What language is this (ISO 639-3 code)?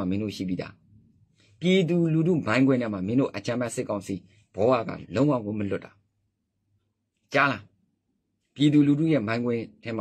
mya